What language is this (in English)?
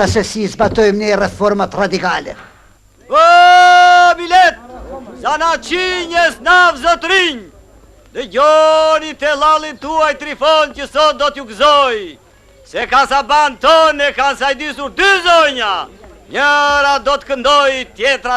Albanian